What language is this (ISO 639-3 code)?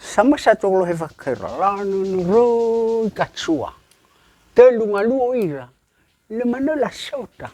nia